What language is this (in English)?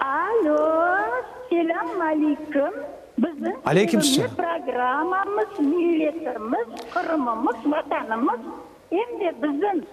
Crimean Tatar